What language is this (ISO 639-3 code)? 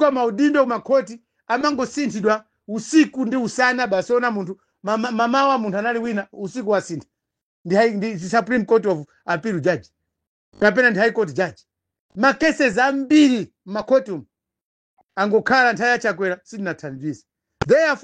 nya